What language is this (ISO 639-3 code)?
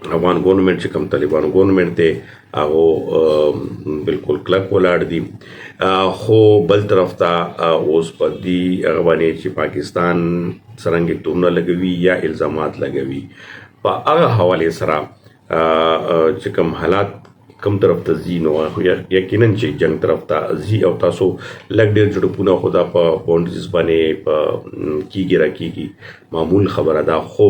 pus